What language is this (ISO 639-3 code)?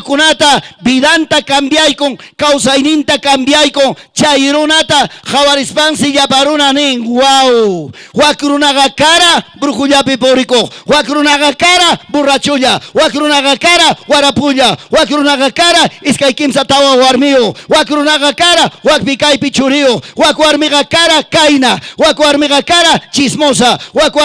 quy